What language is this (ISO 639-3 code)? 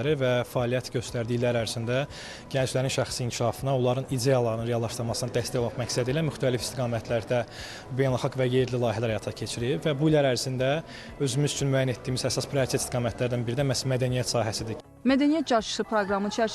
aze